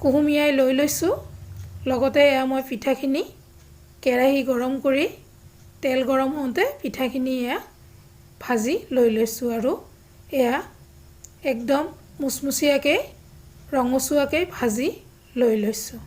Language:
Assamese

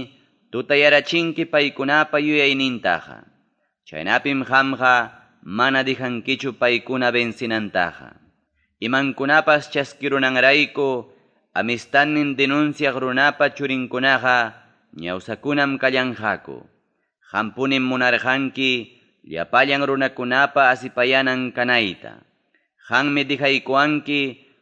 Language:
Ayacucho Quechua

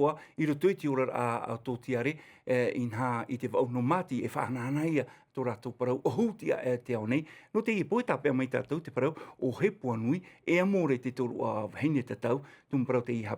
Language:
Tahitian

